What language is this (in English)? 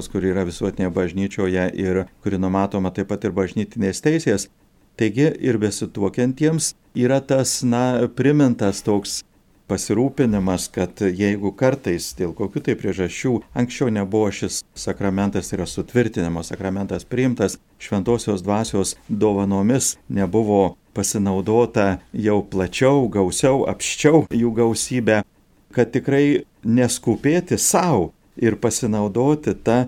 Lithuanian